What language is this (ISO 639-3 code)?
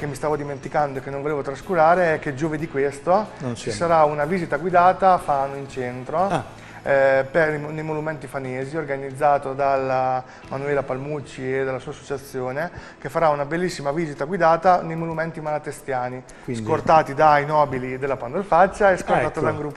ita